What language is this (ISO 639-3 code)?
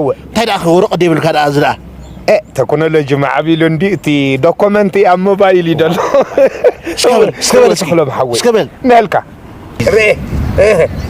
tir